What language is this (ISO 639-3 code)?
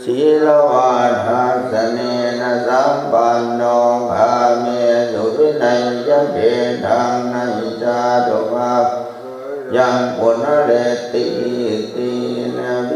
pli